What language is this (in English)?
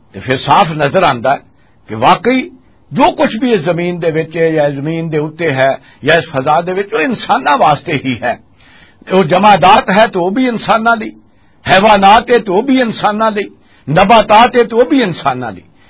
Western Panjabi